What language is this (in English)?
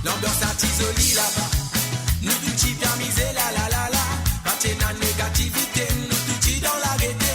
Morisyen